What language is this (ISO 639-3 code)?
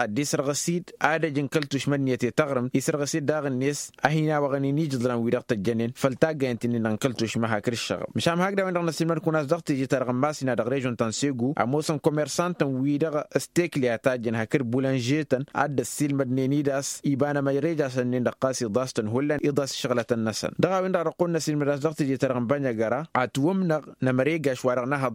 taq